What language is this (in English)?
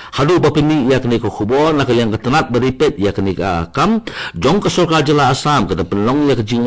Khasi